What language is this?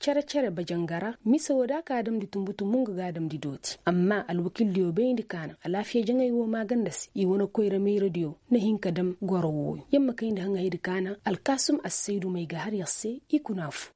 Koyraboro Senni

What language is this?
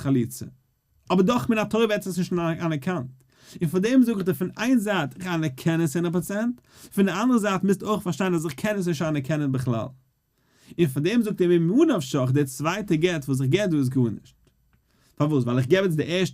Yiddish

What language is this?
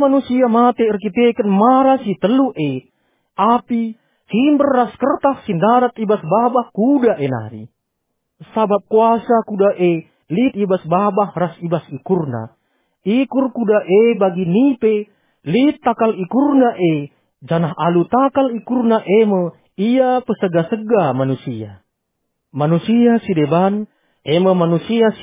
Batak Karo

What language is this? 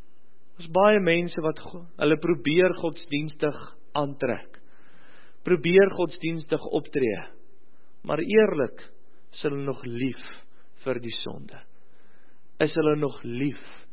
Afrikaans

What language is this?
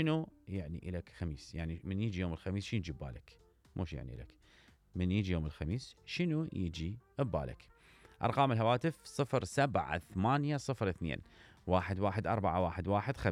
Mesopotamian Arabic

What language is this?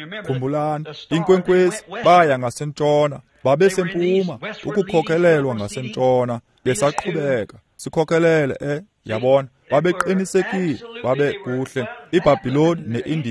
Xhosa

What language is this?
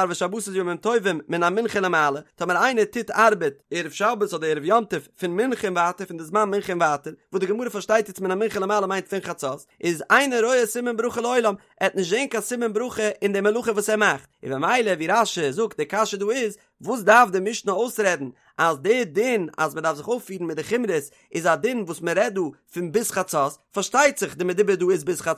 Yiddish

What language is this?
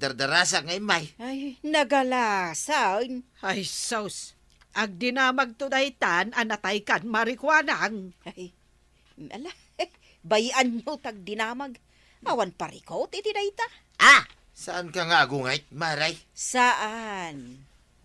Iloko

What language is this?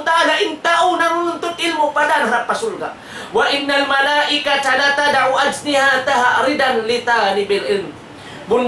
Tausug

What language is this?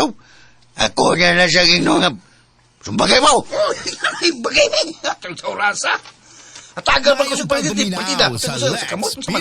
Cebuano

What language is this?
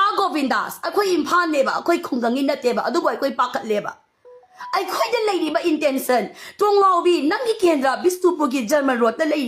Manipuri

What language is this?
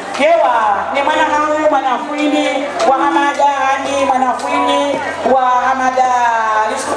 Swahili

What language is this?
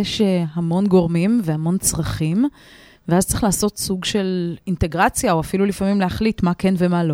Hebrew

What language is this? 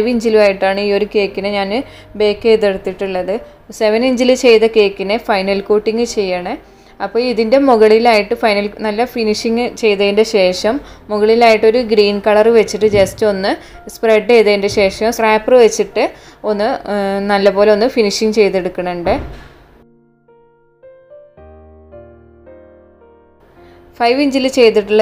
Malayalam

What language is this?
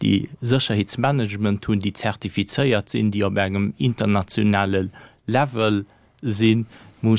Luxembourgish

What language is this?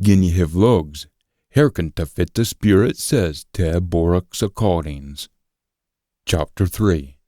Scots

